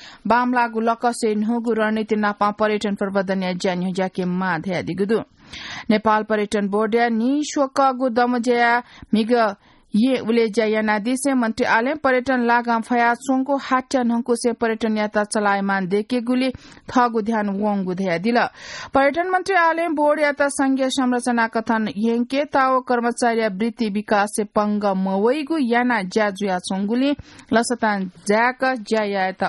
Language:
Newari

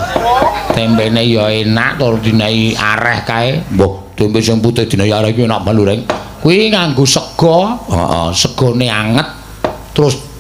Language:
Javanese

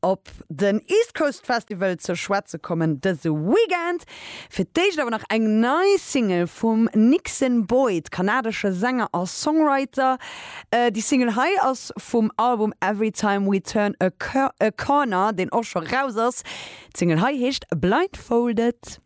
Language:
Luxembourgish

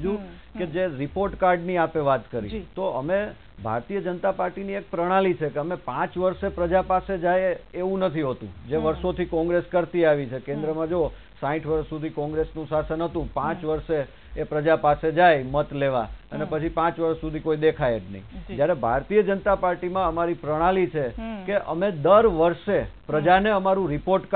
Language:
Gujarati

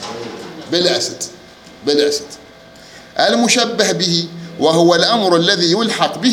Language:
Mesopotamian Arabic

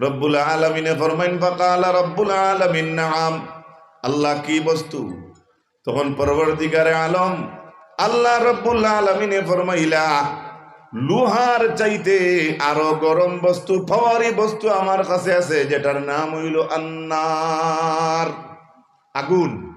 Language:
Sylheti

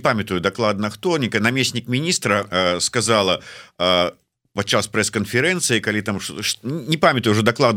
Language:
Belarusian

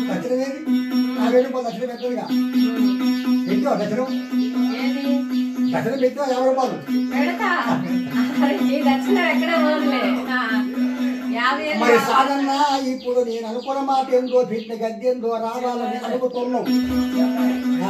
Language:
Telugu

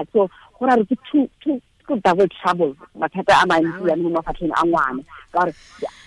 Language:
Tswana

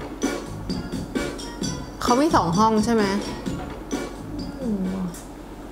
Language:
Thai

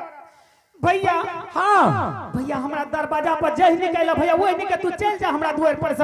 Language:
Angika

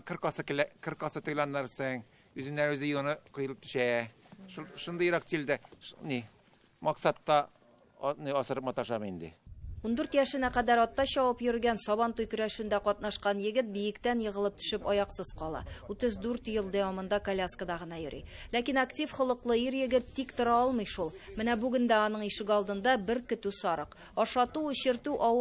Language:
Tatar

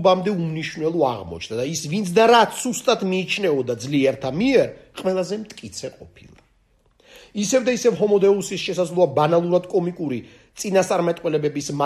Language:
Georgian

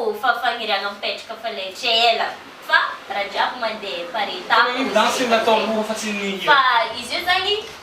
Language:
Malagasy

